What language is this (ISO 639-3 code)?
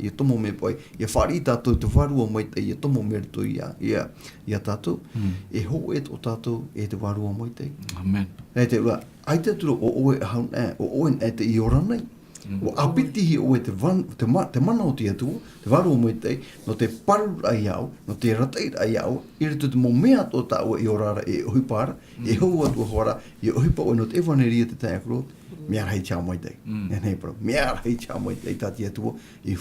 tah